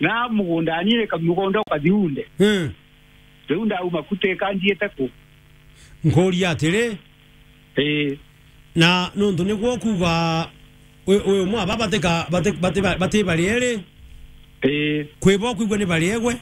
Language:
Meru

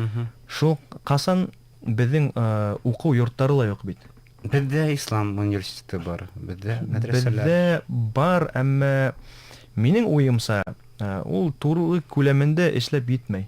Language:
Bashkir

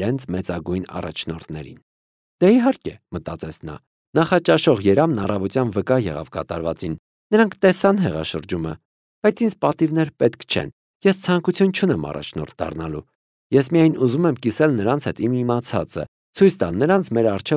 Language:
Armenian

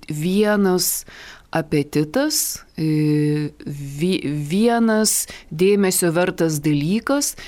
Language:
Lithuanian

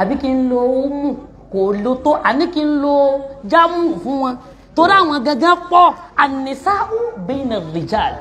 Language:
Yoruba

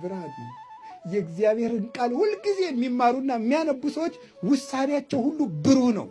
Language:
Amharic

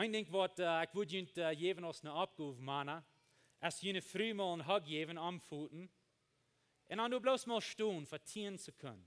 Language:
Plautdietsch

